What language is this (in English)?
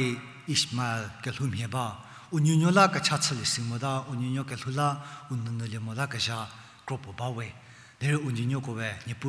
Angami Naga